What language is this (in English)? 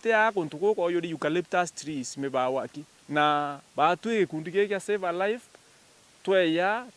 Meru